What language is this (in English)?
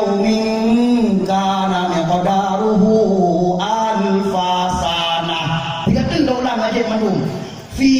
Achinese